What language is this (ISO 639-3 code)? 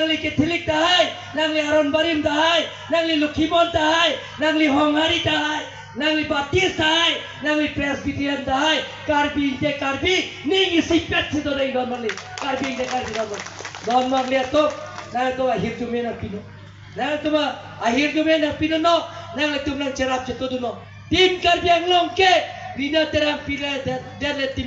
mjw